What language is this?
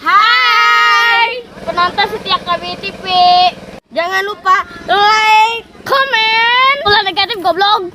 Sundanese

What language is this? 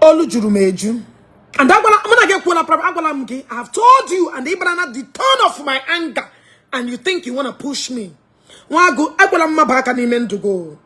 Igbo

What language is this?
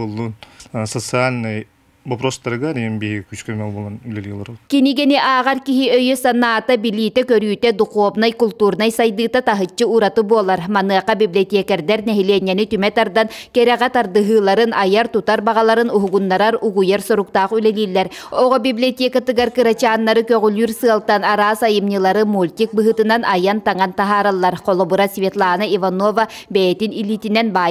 Yakut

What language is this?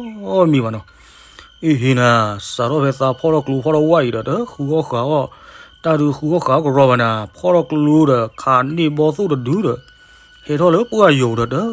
S'gaw Karen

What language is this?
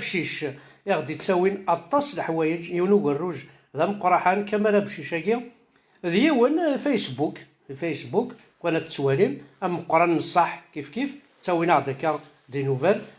Kabyle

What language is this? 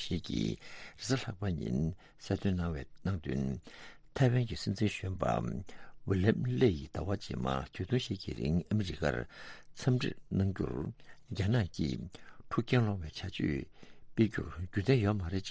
Tibetan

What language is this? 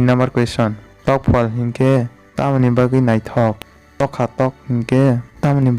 Kok Borok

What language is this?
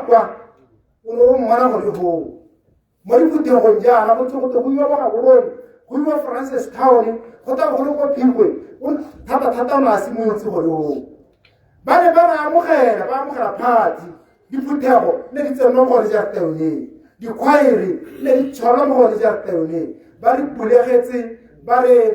Tswana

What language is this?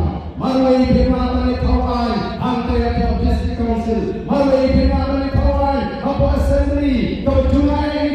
Khasi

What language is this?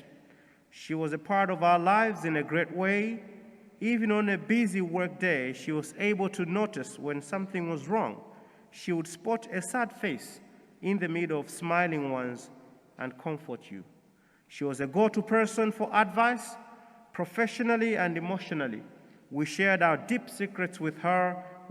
English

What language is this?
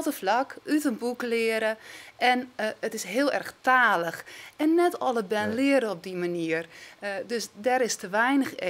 Western Frisian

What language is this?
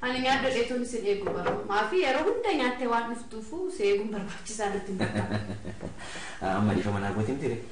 Oromo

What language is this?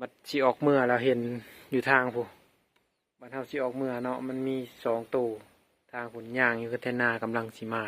Lao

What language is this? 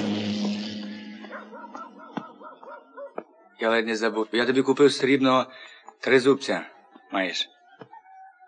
Ukrainian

